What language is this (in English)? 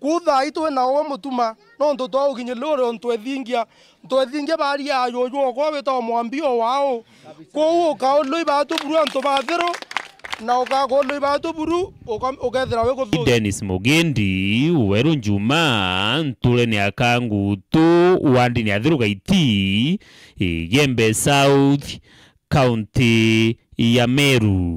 Meru